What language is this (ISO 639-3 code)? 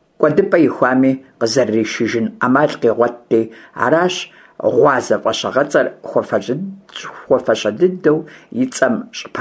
kbd